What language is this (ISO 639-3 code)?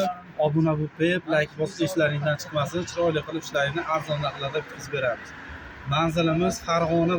uzb